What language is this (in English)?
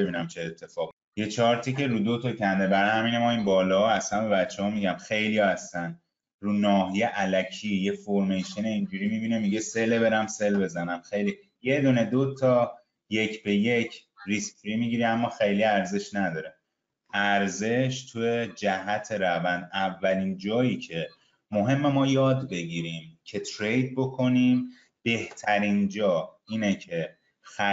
Persian